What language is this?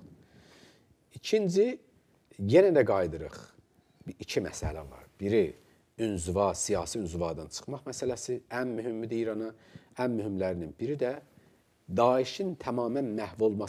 Azerbaijani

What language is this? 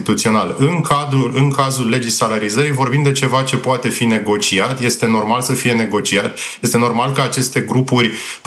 Romanian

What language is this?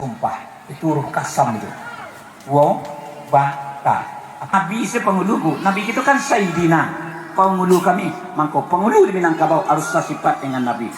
Minangkabau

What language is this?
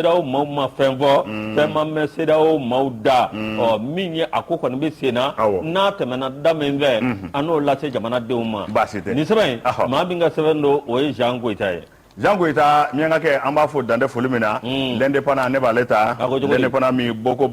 Bambara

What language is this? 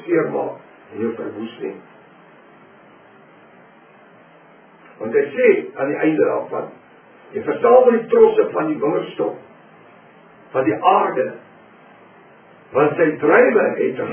Afrikaans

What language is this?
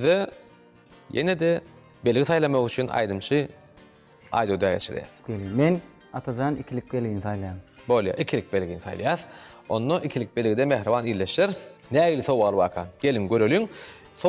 Turkmen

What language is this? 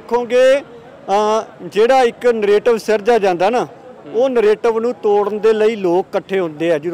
Punjabi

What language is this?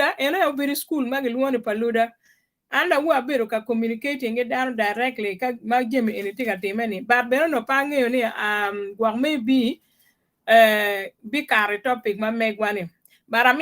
Acoli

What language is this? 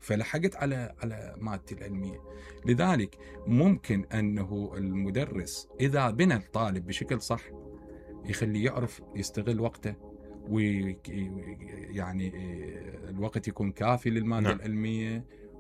Mesopotamian Arabic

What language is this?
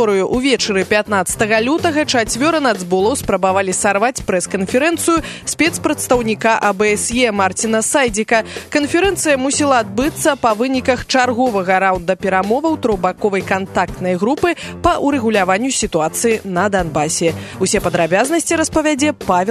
Belarusian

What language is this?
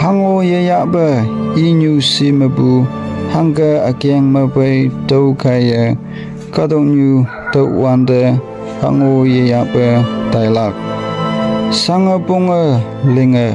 Konyak Naga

